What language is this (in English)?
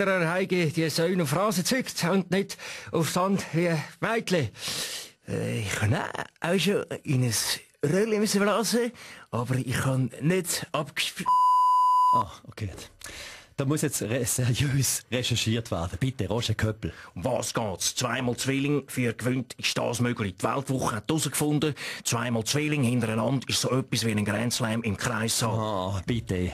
Swiss German